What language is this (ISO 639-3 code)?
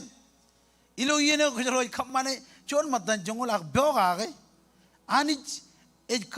mah